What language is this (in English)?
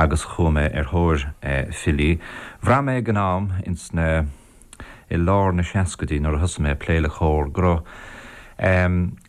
Irish